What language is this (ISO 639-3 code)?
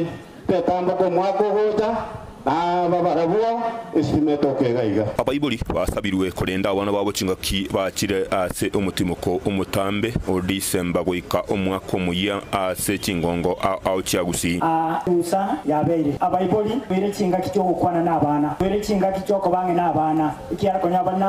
guz